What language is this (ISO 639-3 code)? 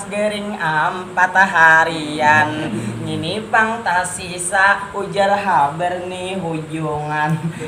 bjn